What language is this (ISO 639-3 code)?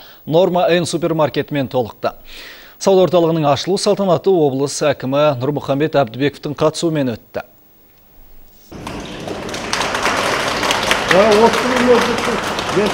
kaz